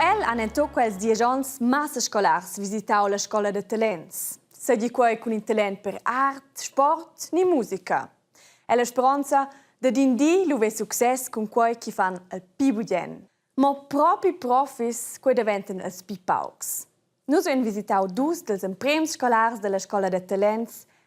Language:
Romansh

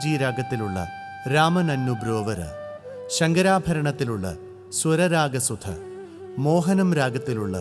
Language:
Malayalam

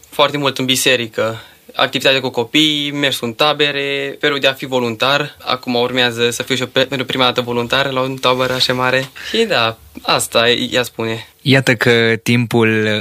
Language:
Romanian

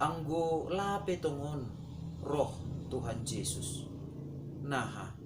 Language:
Batak Simalungun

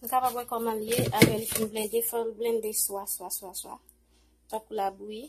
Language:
Haitian Creole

